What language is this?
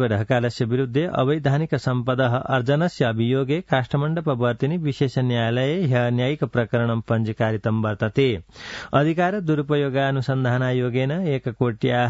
Sanskrit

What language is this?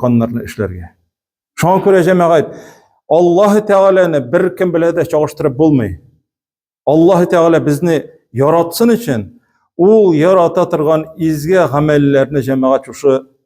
Tatar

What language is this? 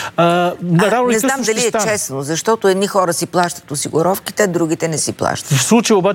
Bulgarian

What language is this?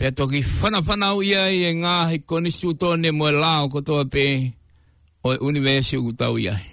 Tongan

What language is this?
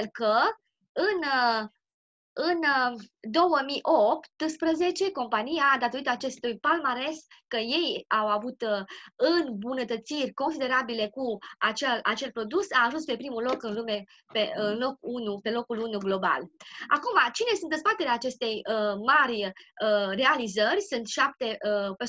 Romanian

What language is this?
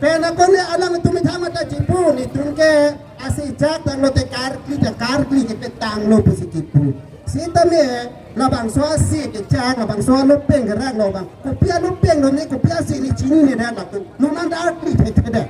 Karbi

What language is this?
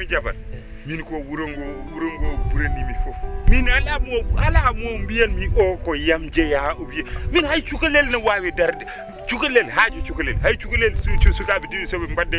Fula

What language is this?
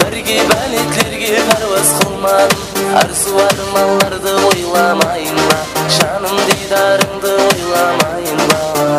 Kara-Kalpak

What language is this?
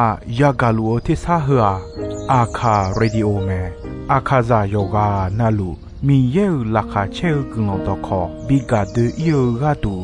Akha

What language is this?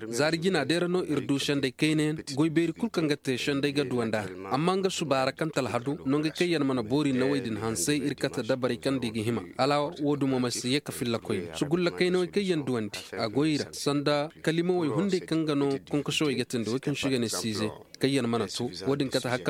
Koyraboro Senni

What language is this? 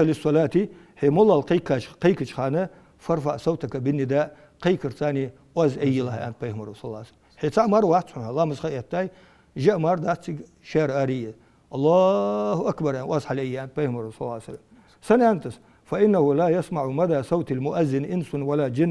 Ingush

